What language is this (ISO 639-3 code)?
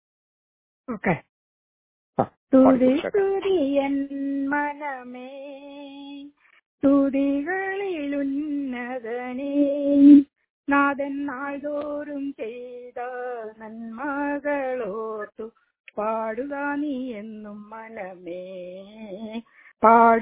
mal